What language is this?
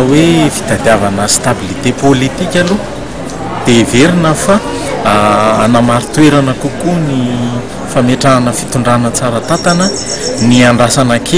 Malagasy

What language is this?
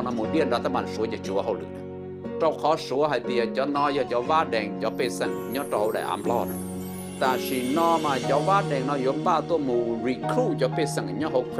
Hmong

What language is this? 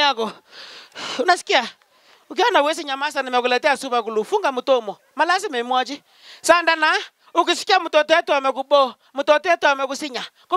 Swahili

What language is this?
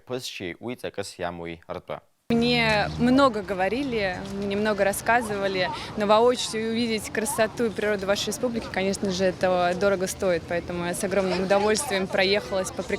Abkhazian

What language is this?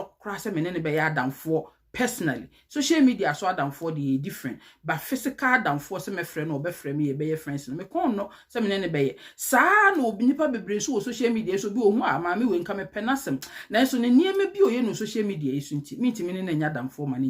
Akan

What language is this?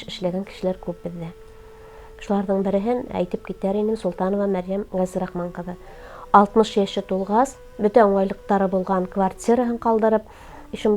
Bashkir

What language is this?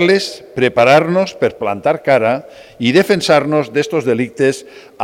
Catalan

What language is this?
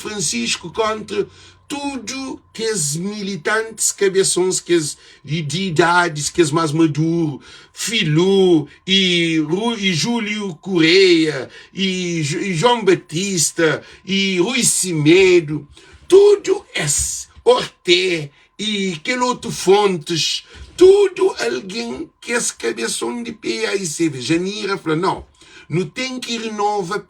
Kabuverdianu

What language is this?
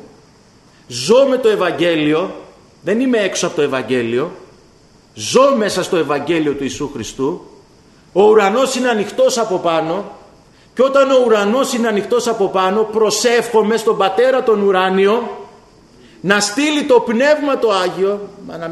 Greek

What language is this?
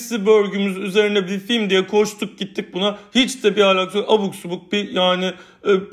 Turkish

